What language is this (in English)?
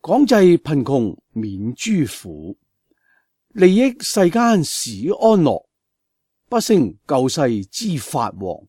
Cantonese